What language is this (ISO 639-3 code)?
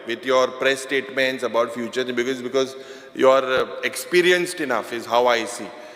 kok